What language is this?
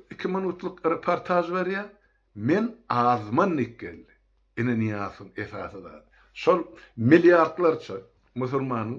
Turkmen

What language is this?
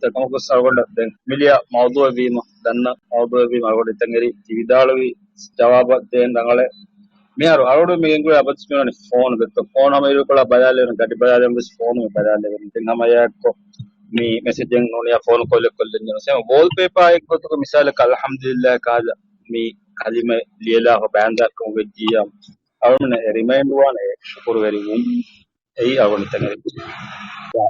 Divehi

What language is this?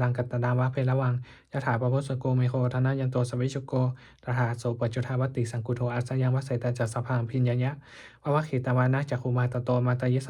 Pali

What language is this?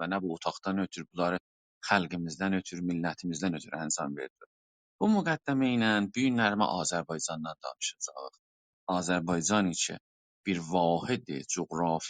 South Azerbaijani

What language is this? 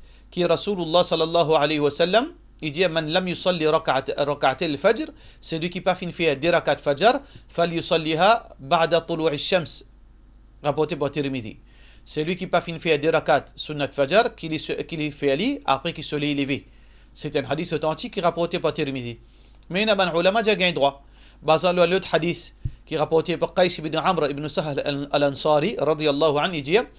Morisyen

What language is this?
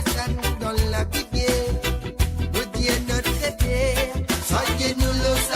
Morisyen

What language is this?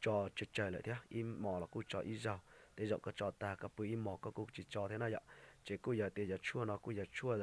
Hmong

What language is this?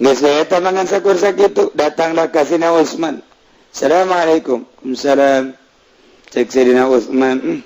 Sundanese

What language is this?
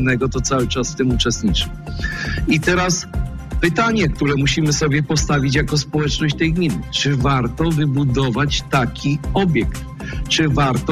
Polish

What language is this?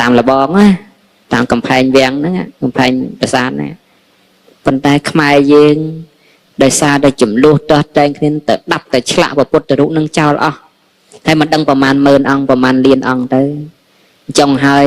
Khmer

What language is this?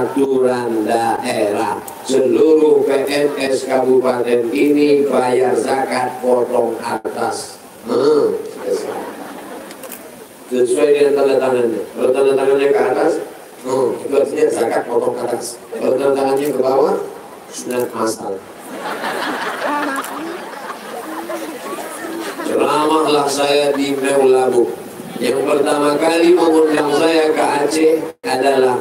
Indonesian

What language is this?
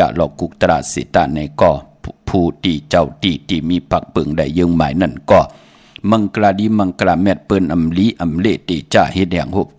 Shan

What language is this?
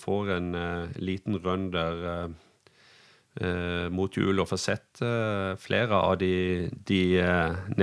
Norwegian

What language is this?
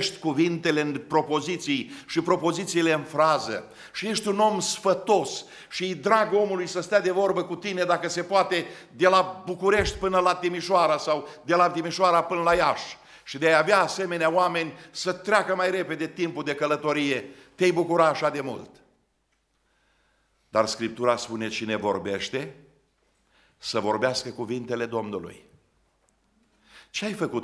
Romanian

